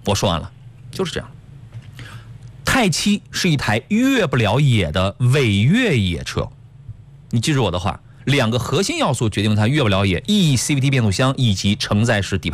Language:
Chinese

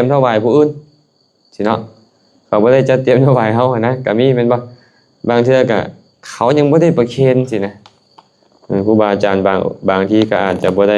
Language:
Lao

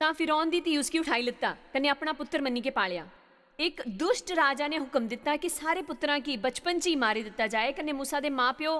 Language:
Dogri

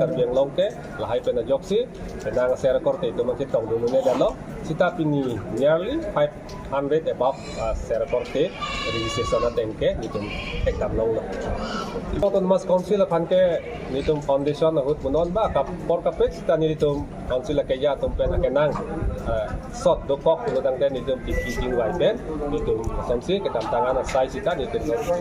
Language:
Karbi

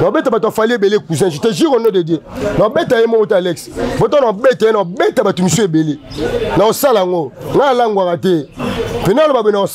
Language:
Lingala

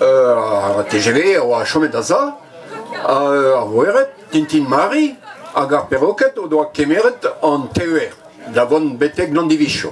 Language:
Breton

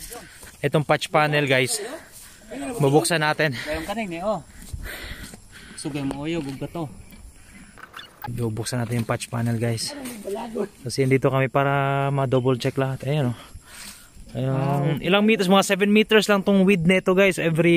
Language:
Filipino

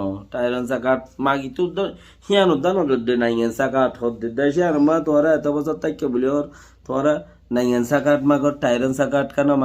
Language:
Rohingya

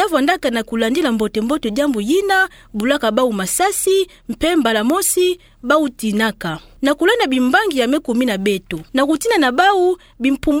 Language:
Kituba (Democratic Republic of Congo)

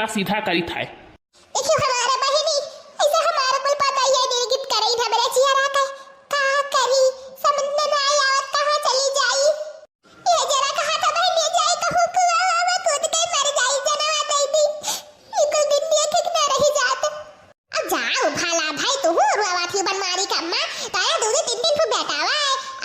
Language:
Awadhi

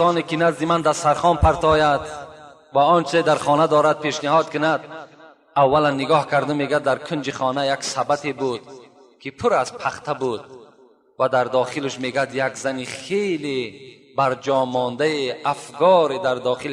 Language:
Tajik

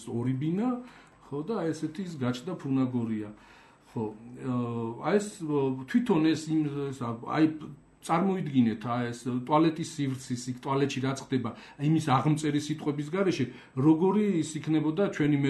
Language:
Georgian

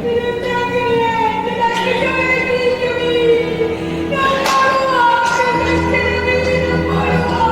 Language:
Neapolitan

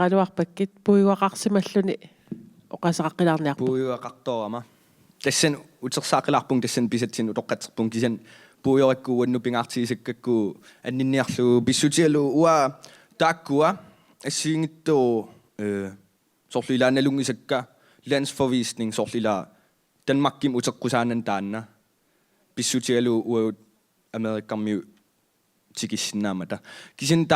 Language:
Kalaallisut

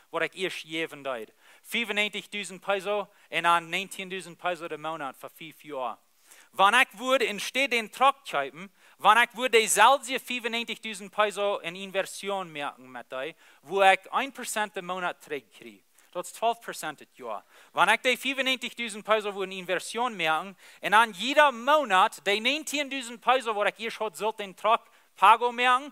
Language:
Plautdietsch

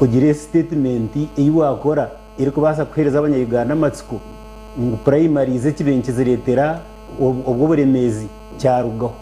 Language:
Nyankole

